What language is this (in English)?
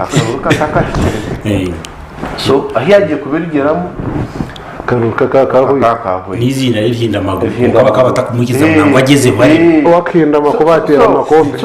Nyankole